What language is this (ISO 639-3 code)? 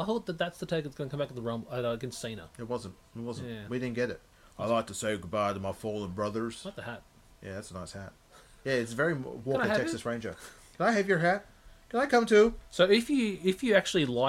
eng